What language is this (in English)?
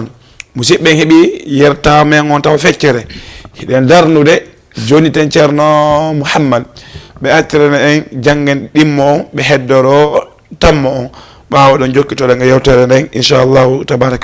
Fula